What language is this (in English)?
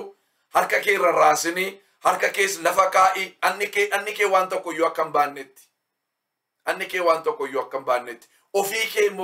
Oromo